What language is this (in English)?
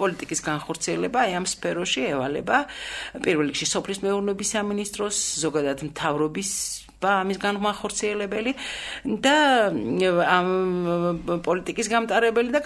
Georgian